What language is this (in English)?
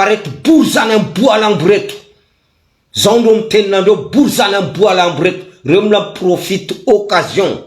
Malagasy